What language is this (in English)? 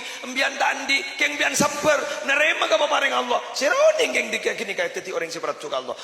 Madurese